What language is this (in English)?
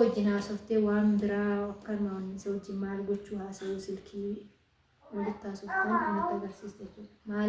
Oromo